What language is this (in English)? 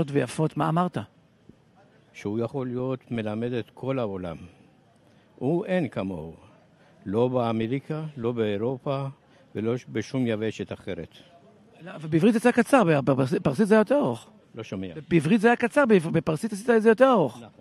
Hebrew